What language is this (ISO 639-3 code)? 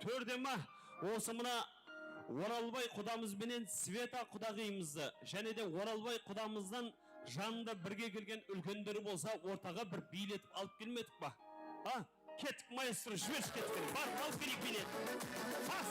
kaa